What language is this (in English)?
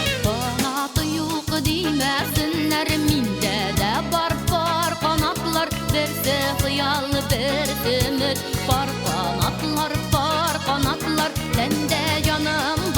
Tatar